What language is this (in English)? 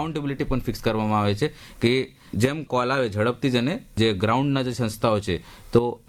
Gujarati